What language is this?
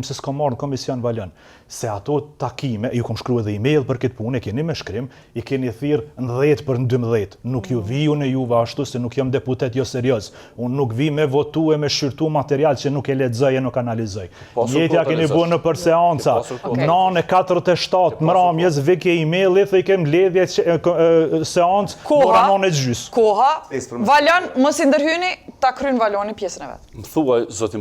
Albanian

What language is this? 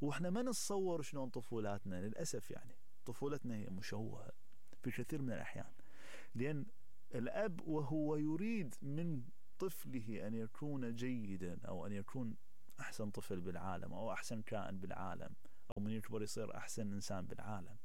Mesopotamian Arabic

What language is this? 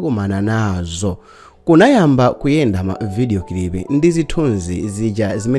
Nyanja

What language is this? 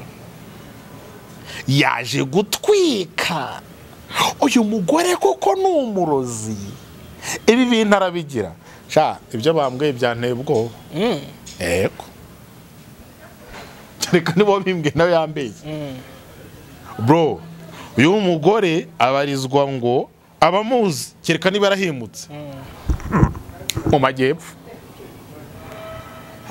Kinyarwanda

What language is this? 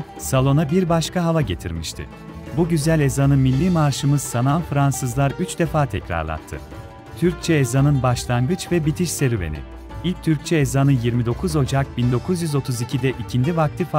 Turkish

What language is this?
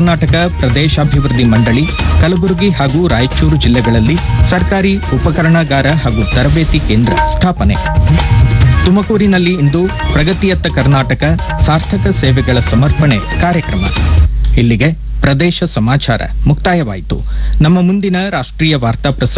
Kannada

